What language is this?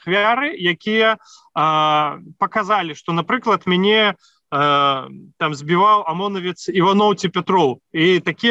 Belarusian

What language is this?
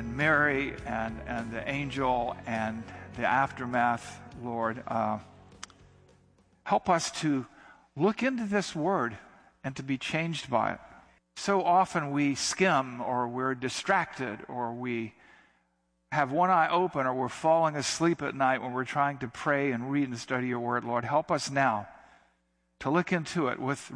English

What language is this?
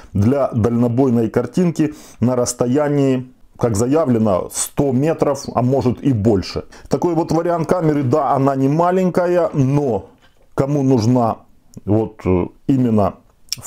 Russian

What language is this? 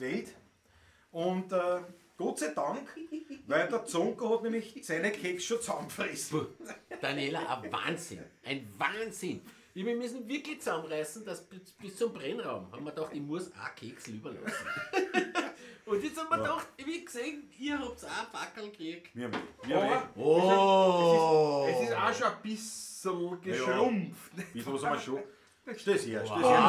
Bavarian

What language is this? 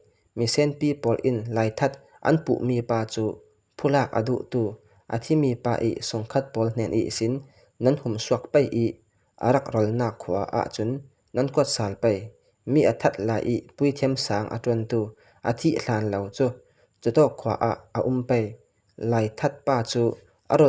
Falam Chin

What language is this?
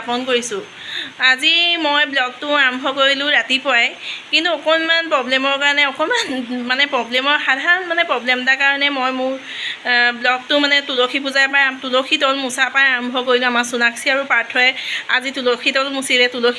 Assamese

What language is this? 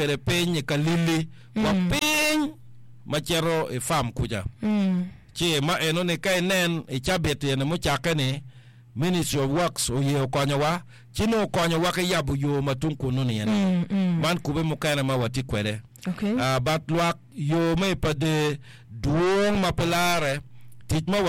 Acoli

